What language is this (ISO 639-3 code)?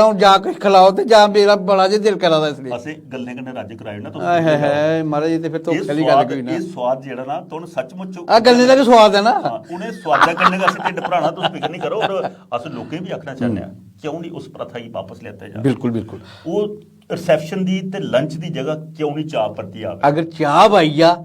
doi